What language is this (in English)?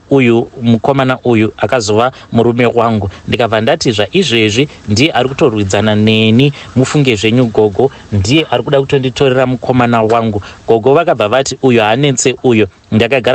Shona